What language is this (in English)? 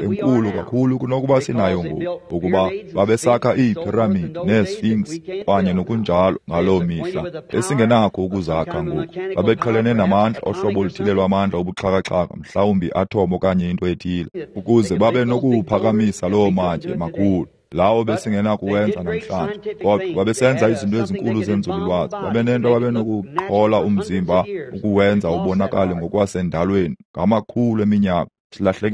Xhosa